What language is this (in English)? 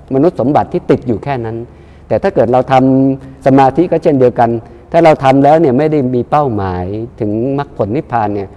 Thai